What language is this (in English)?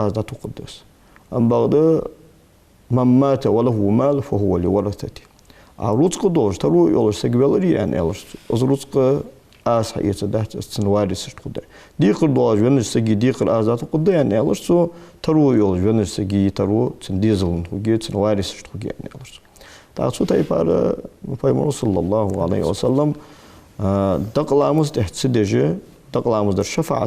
Ingush